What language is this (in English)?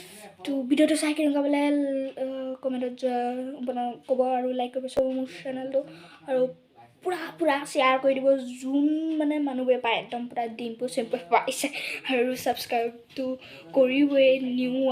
Assamese